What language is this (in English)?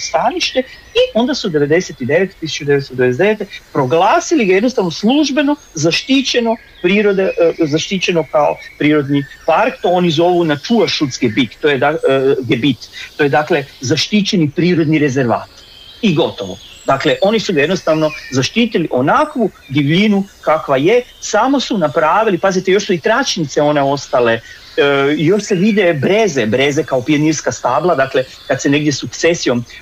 Croatian